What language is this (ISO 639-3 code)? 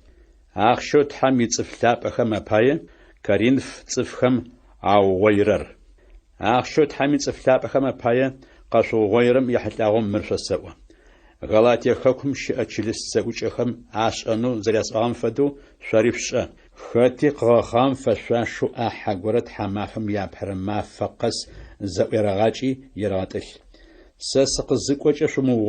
ady